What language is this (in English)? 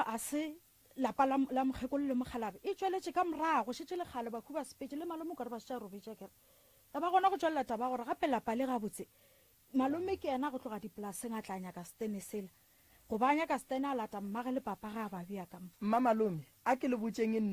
Northern Sotho